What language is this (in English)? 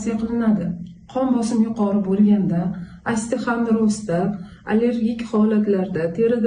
Uzbek